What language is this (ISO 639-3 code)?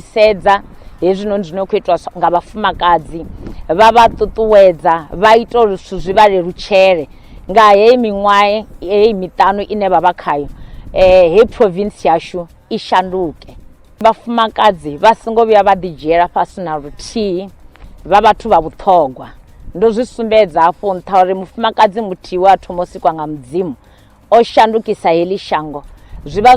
ven